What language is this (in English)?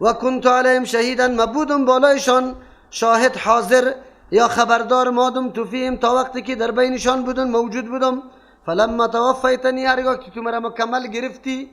Persian